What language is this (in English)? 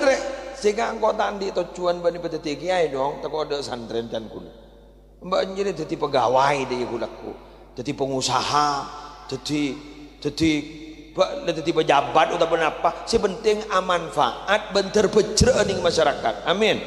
Madurese